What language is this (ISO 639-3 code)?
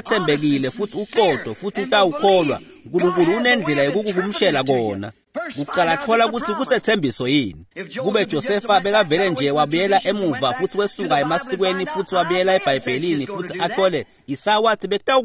ssw